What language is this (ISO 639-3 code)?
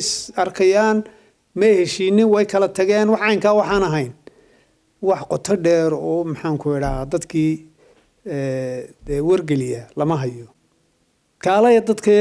som